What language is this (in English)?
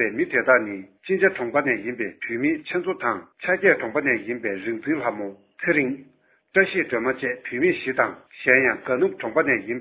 Tibetan